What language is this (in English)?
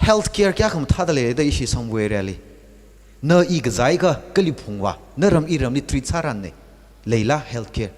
Tangkhul Naga (India)